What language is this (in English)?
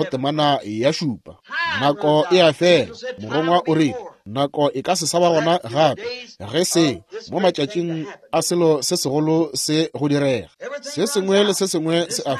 Northern Sotho